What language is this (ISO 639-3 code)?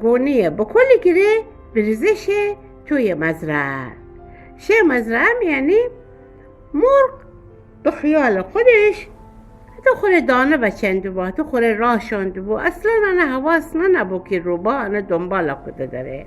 glk